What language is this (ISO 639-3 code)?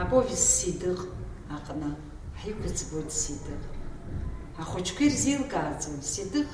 abk